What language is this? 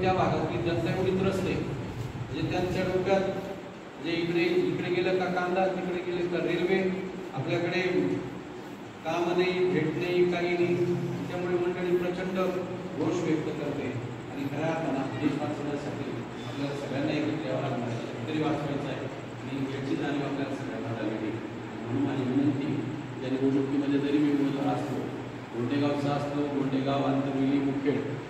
Marathi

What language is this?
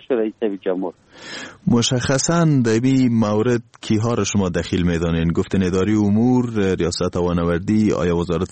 Persian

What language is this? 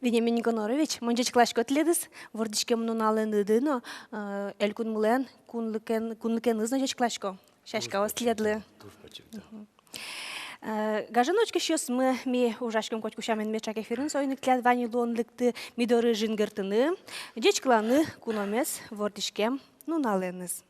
Udmurt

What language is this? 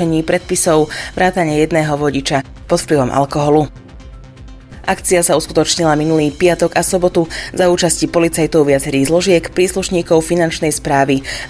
Slovak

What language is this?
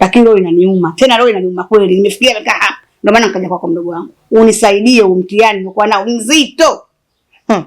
Swahili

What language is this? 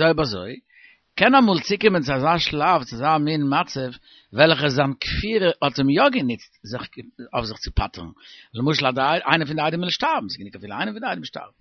Yiddish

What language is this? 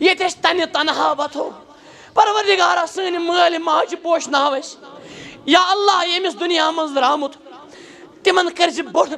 Kashmiri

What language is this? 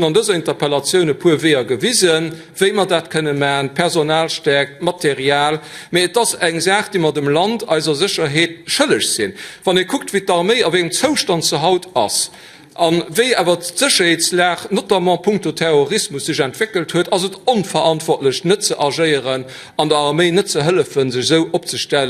Luxembourgish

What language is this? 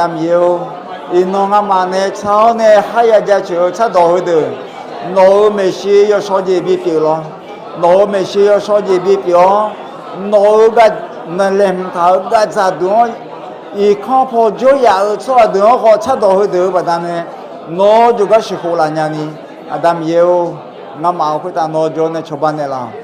Akha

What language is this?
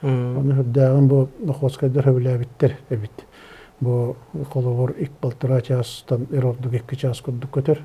Yakut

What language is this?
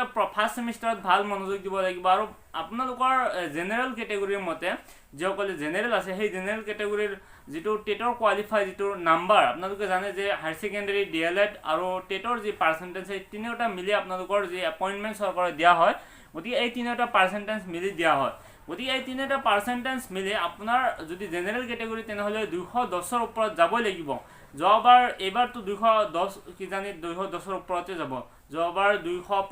Assamese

